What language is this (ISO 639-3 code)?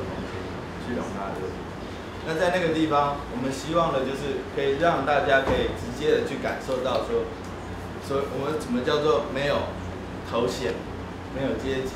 zho